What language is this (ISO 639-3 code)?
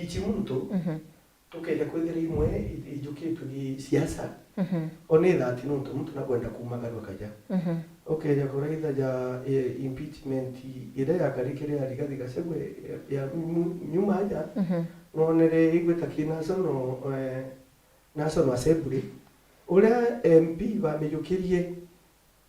mer